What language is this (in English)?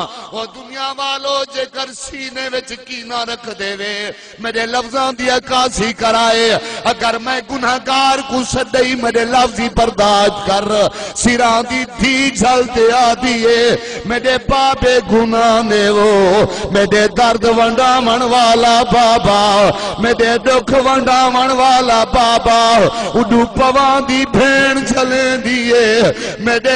Saraiki